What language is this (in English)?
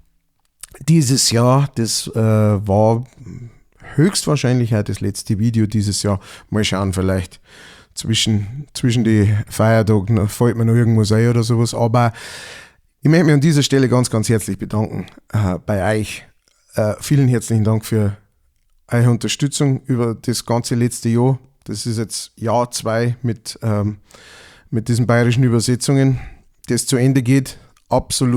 Bavarian